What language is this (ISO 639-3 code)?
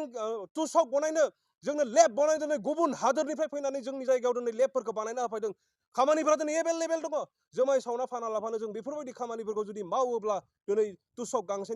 brx